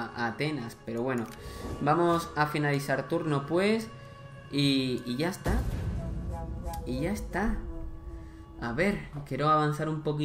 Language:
Spanish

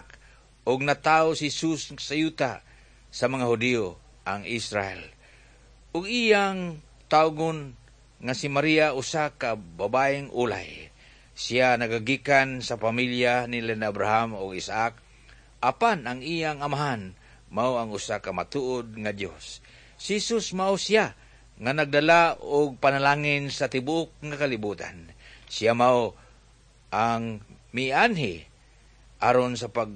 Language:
Cebuano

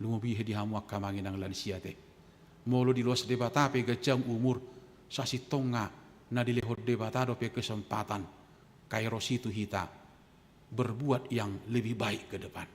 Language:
Batak Toba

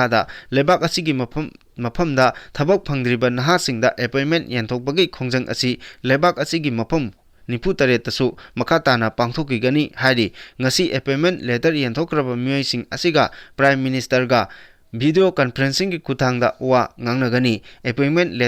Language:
Manipuri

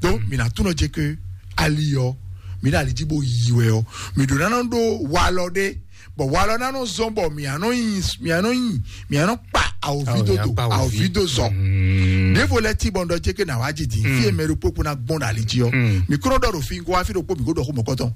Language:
Fon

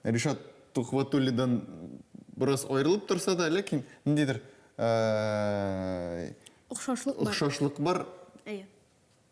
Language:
Tatar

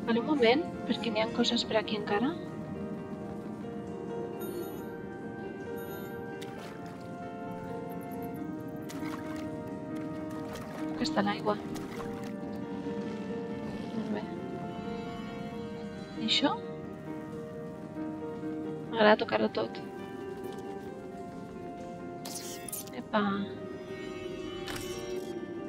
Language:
Catalan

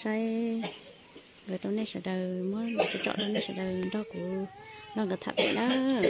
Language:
Hmong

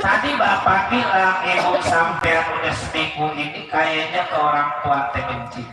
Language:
Betawi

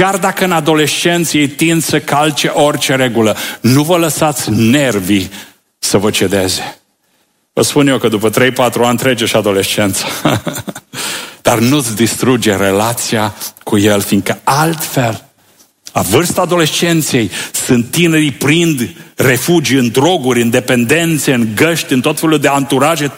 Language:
Romanian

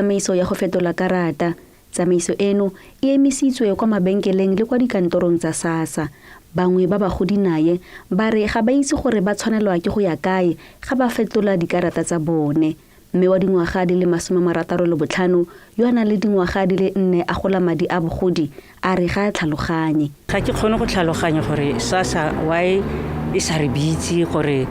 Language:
Tswana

